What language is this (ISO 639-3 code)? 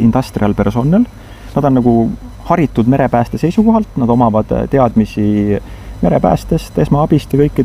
est